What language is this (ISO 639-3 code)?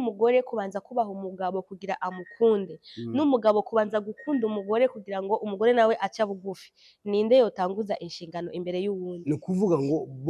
run